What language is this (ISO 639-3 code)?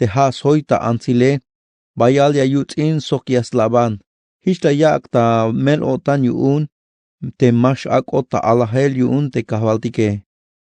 tzh